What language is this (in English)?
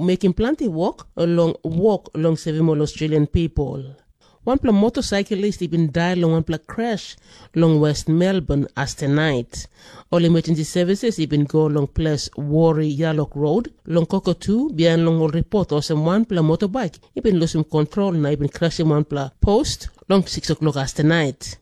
Tok Pisin